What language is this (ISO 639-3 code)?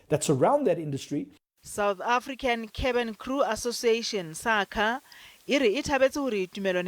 sot